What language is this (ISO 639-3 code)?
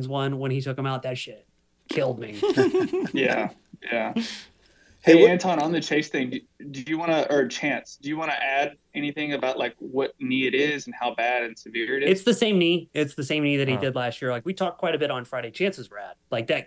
eng